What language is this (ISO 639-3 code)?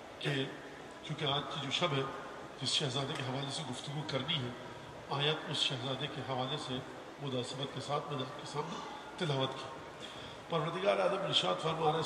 urd